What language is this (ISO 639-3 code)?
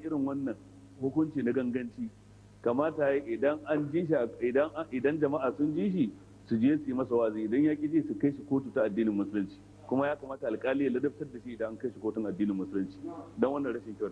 hau